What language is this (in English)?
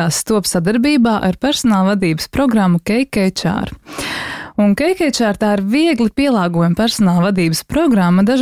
Latvian